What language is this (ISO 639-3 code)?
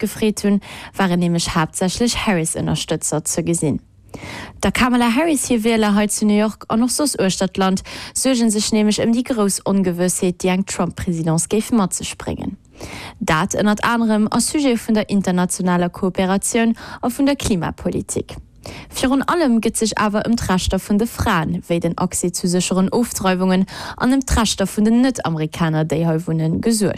ltz